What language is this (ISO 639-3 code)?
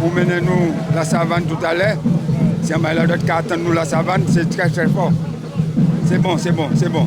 gcf